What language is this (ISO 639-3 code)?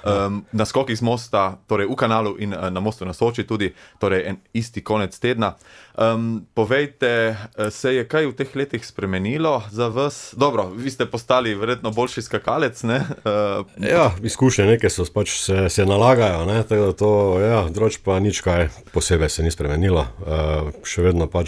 slv